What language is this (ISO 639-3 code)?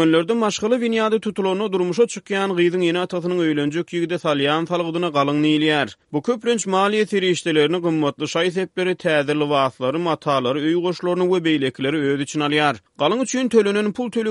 tuk